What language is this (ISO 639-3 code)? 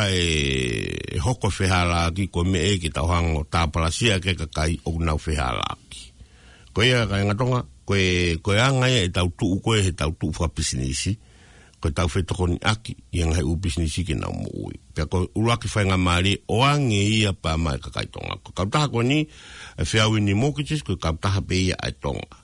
ton